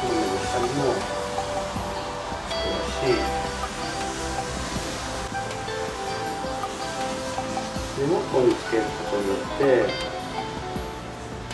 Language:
Japanese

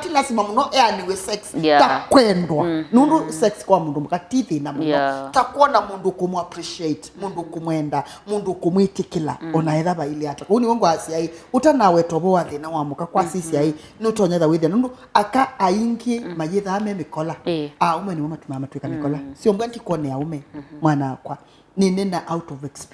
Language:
Kamba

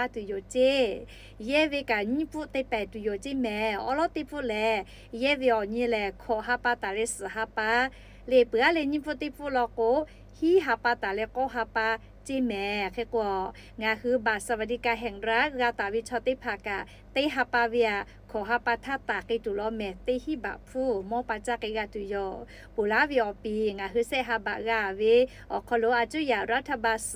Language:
Lahu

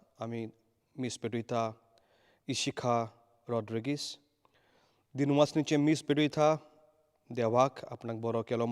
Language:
Konkani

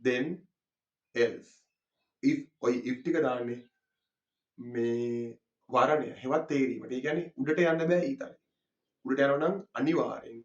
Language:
Sinhala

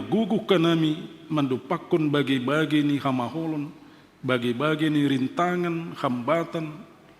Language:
Batak Simalungun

